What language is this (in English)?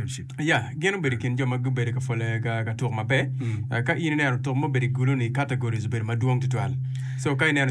Acoli